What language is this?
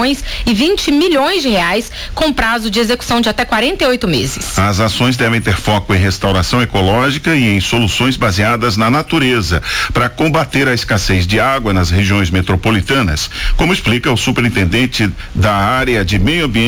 Portuguese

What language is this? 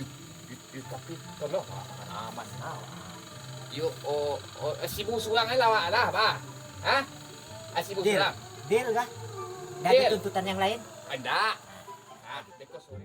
Minangkabau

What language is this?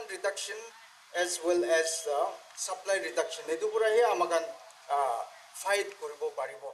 Naga Pidgin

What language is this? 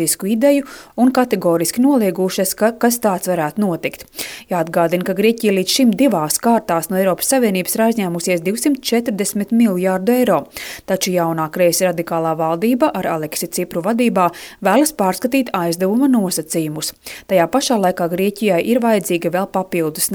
Latvian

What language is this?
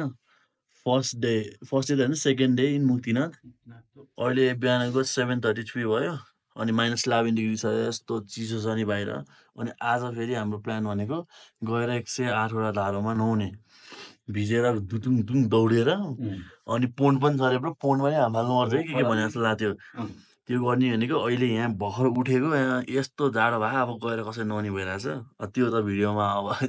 Nepali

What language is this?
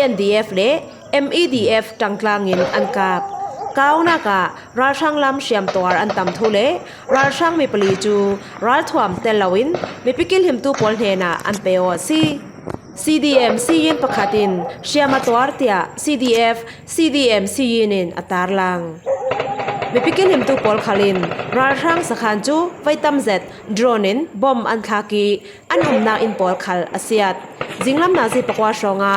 Falam Chin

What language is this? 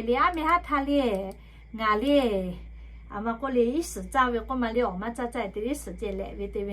Lahu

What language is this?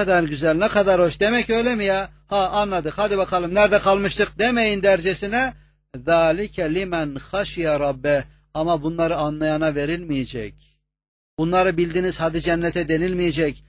Turkish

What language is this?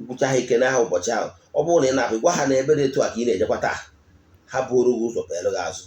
Igbo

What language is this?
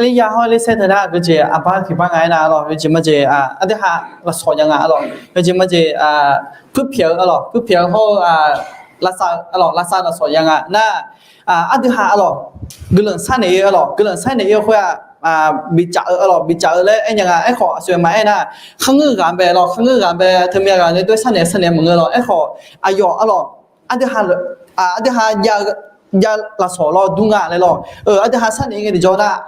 Akha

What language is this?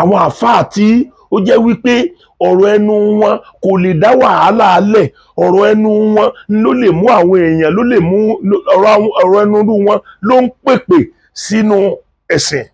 Yoruba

